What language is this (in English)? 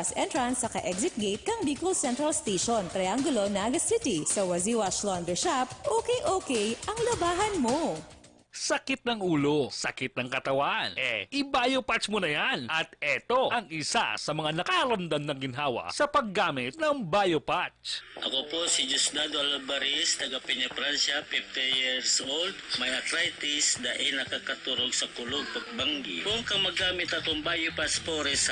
Bikol